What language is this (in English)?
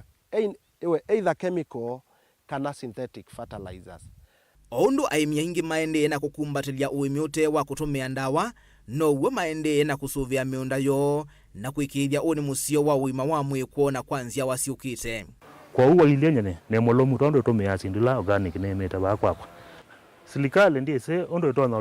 Kamba